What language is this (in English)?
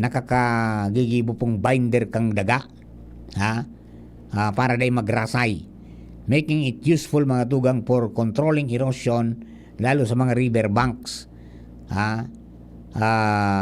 Bikol